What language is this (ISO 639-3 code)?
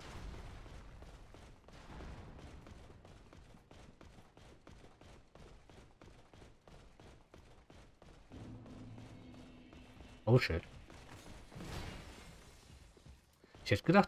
deu